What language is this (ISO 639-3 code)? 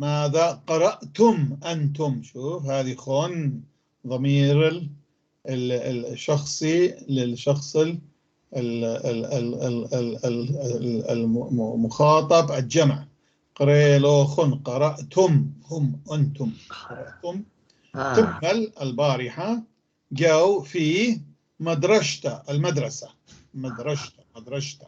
apc